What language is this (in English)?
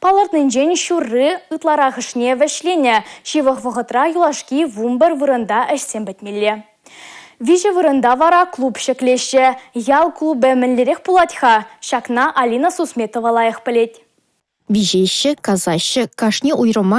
Chuvash